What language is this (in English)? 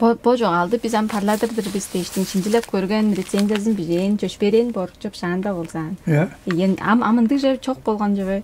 Tuvinian